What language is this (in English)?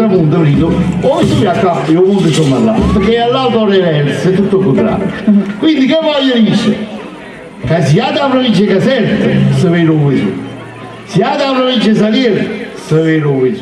Neapolitan